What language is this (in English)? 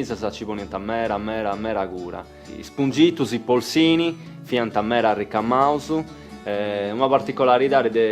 Sardinian